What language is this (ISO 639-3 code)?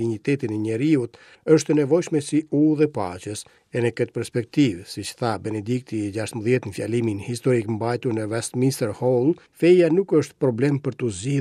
sqi